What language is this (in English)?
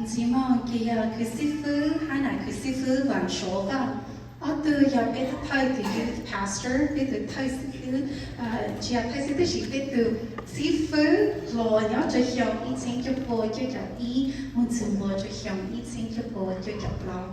Hmong